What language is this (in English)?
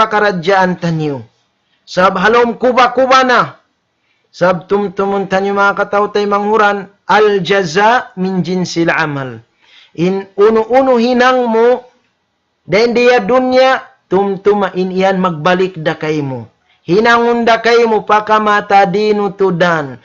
Tausug